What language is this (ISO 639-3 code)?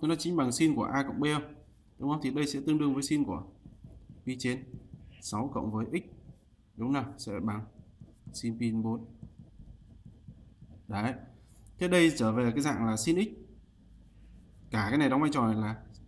vie